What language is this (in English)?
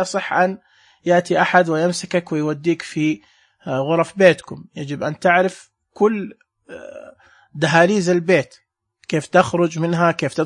Najdi Arabic